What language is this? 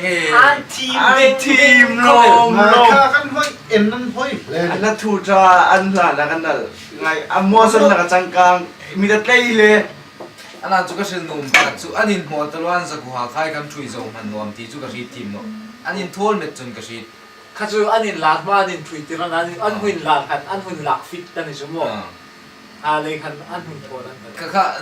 Hmar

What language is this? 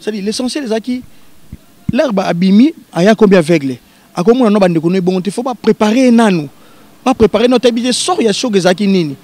Lingala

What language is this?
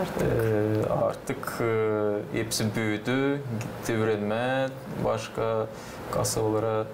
Gagauz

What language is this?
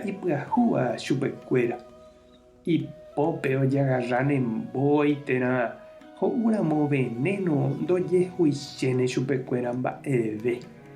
Guarani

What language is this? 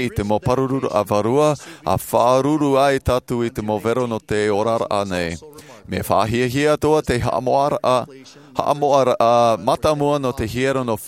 Tahitian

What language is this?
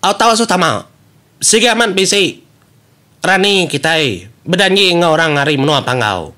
Iban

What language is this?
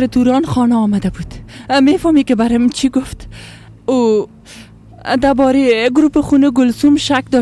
Persian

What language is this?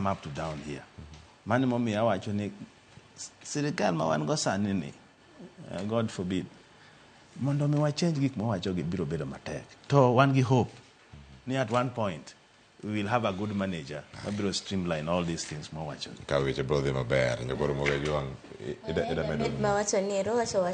Luo (Kenya and Tanzania)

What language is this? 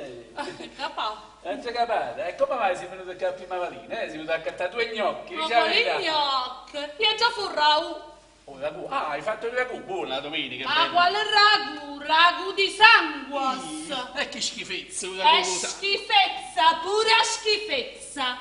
Neapolitan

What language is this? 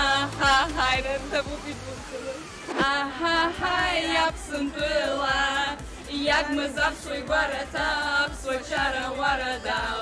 Abkhazian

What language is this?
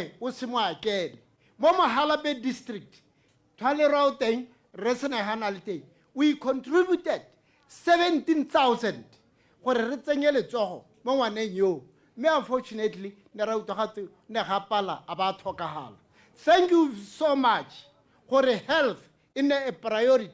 Tswana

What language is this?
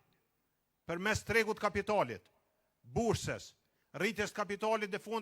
Albanian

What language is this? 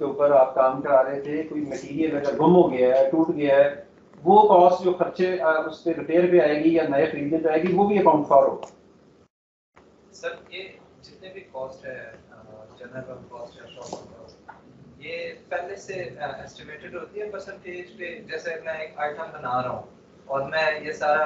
Hindi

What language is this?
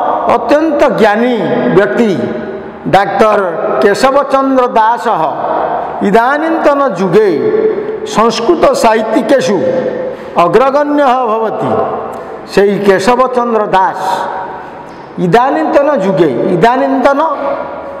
Odia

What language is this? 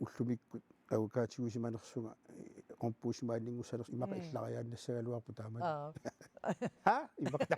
Kalaallisut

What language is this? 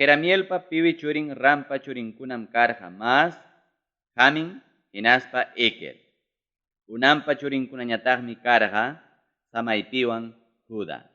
Ayacucho Quechua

